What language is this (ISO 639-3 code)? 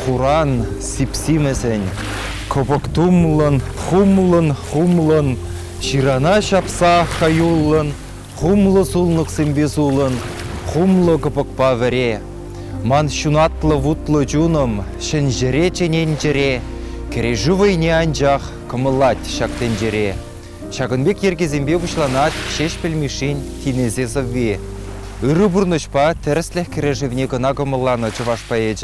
chv